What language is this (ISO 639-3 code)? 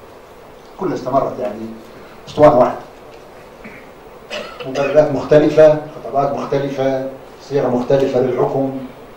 ara